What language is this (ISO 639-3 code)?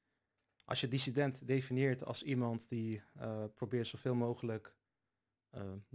nld